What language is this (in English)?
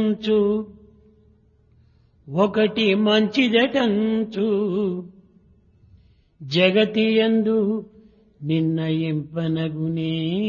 Telugu